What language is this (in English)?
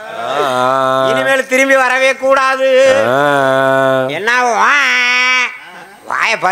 Tamil